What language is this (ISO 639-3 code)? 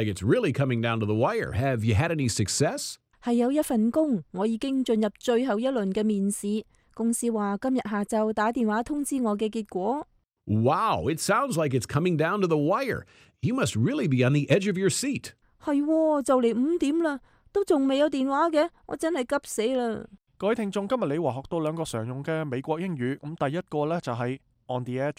yue